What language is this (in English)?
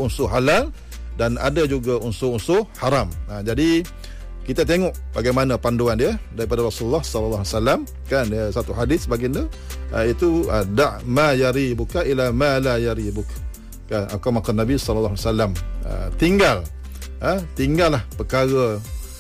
Malay